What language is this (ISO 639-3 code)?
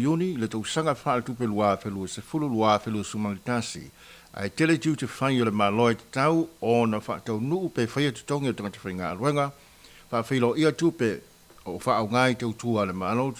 smo